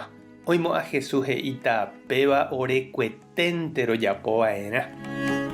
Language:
Guarani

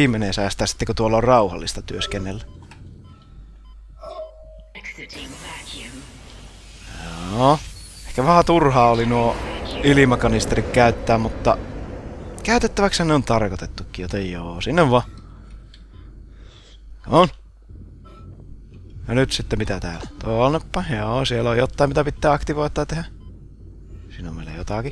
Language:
Finnish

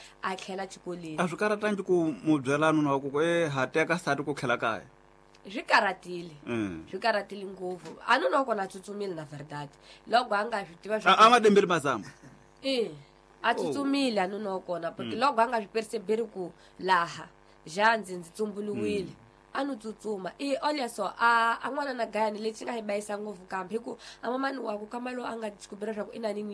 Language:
Tsonga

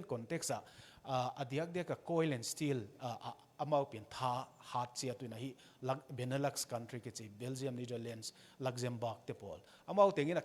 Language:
Tedim Chin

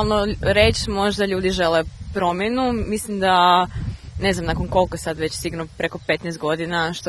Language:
Croatian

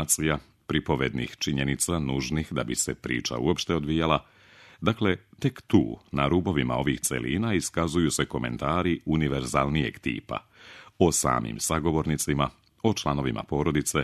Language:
Serbian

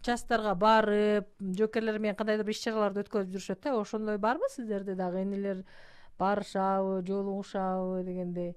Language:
Kyrgyz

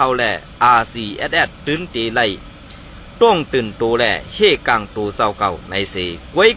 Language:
Shan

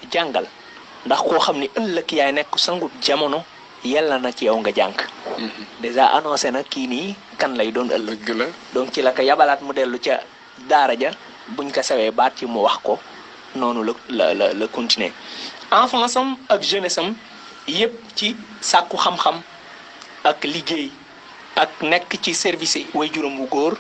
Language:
Wolof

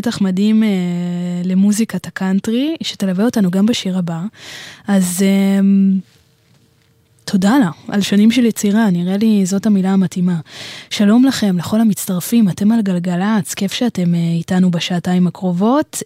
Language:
Hebrew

